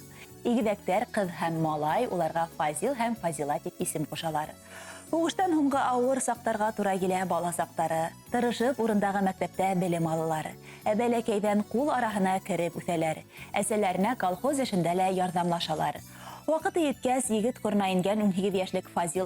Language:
Bashkir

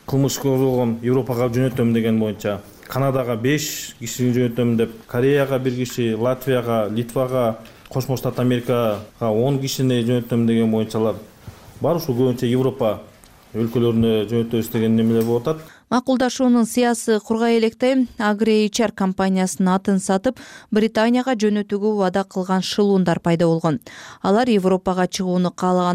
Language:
Kyrgyz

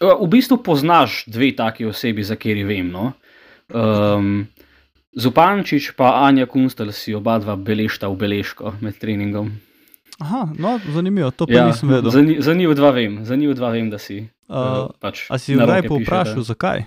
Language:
Slovenian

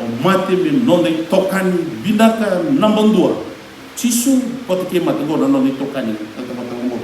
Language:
Fijian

